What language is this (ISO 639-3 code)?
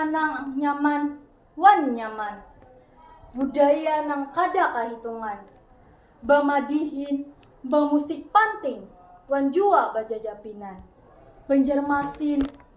bjn